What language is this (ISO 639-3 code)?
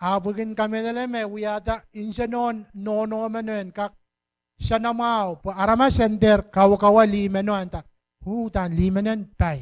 pon